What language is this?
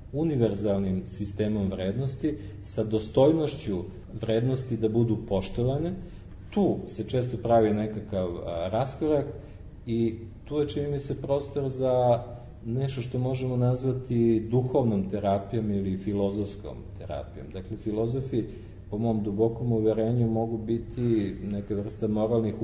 Serbian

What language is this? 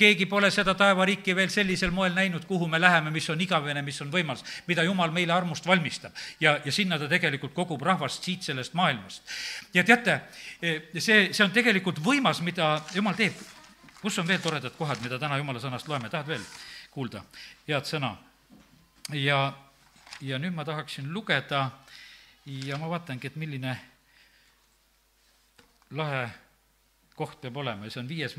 Estonian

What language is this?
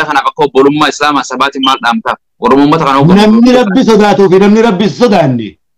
Oromo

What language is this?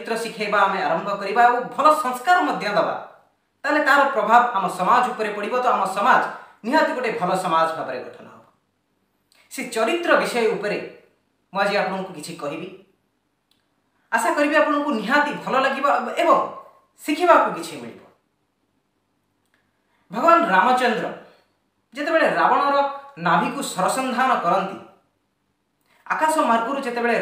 Odia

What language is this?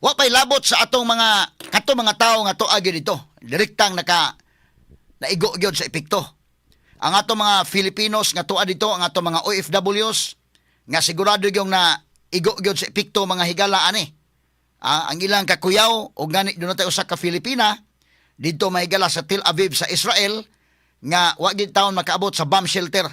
Cebuano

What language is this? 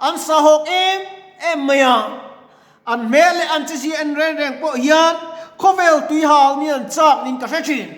Mizo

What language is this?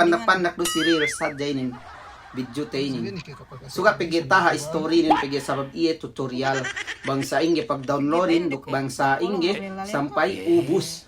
Yakan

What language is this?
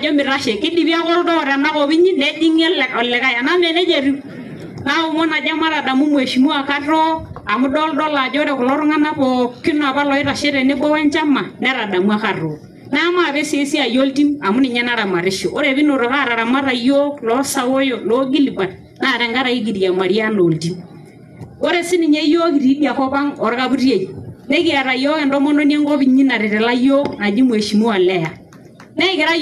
Masai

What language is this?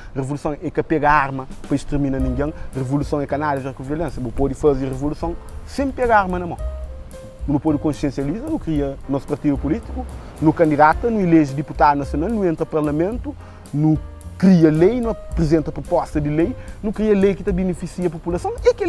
Kabuverdianu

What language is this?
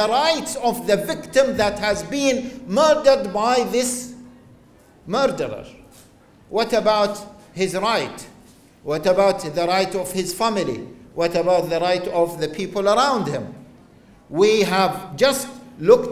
English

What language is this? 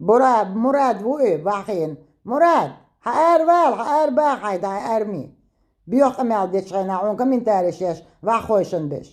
Chechen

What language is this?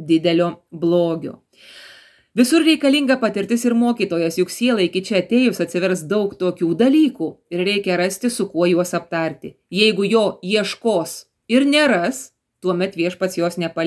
Lithuanian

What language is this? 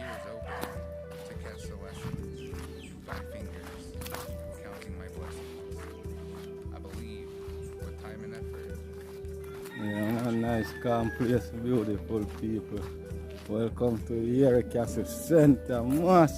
Jamaican Creole English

